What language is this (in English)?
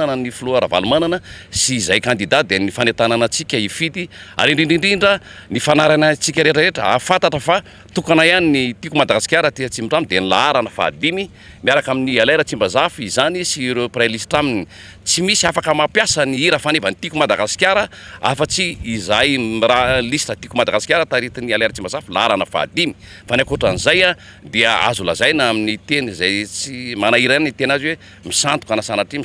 Malagasy